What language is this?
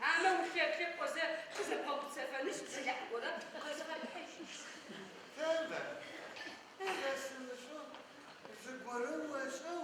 Adyghe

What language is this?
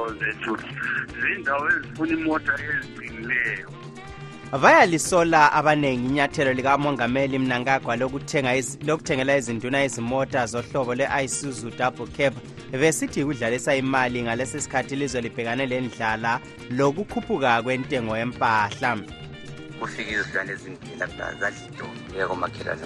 North Ndebele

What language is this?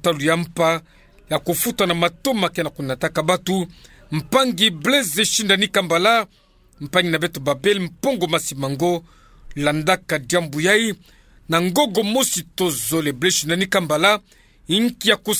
Kituba (Democratic Republic of Congo)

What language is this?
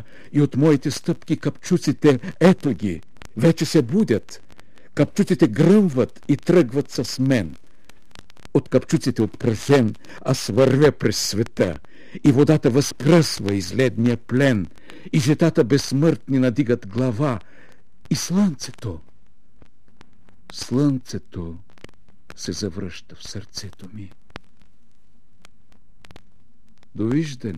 Bulgarian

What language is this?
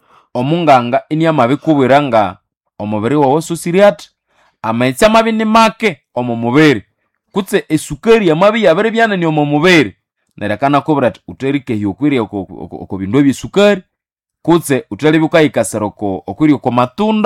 Nande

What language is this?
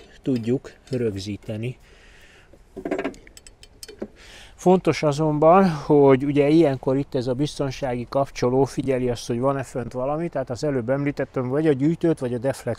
Hungarian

